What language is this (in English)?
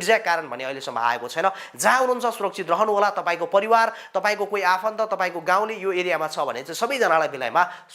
Nepali